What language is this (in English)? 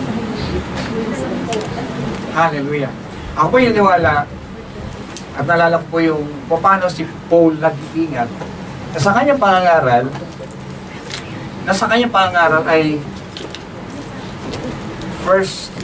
Filipino